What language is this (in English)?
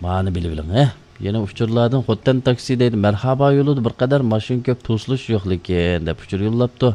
Uyghur